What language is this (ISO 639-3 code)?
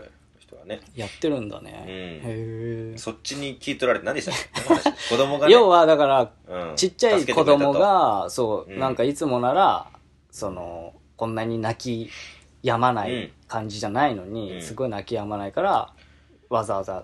jpn